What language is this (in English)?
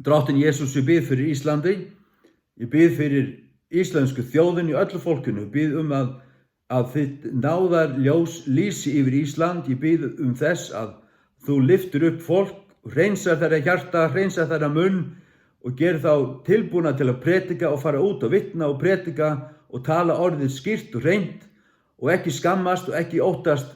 Faroese